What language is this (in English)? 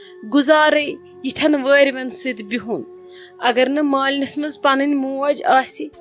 Kashmiri